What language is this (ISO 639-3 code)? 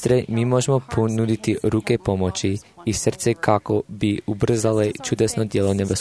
hrv